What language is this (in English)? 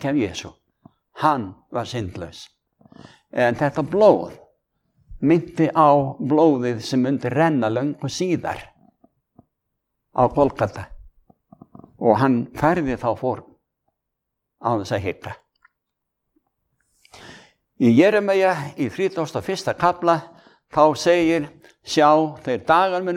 Icelandic